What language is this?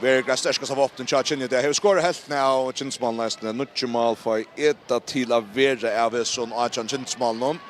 Faroese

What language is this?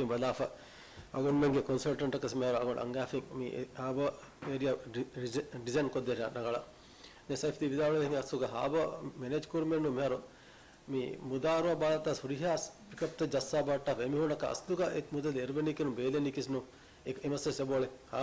Divehi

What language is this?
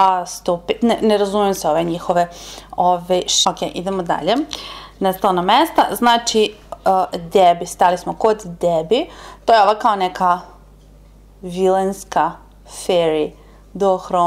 Serbian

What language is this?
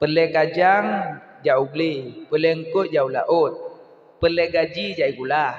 Achinese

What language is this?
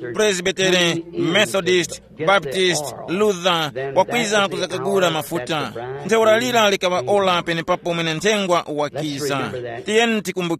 Tumbuka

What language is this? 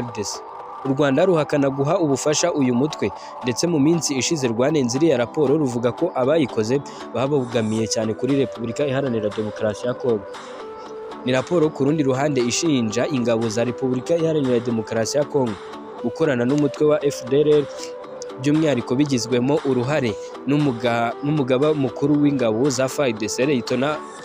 Kinyarwanda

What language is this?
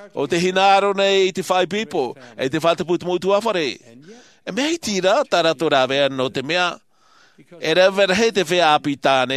Tahitian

